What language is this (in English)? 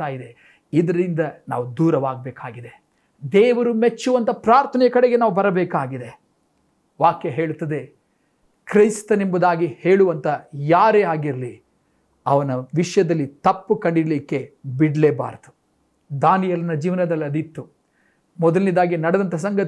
Kannada